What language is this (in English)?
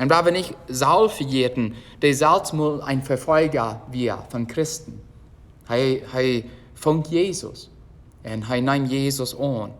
Plautdietsch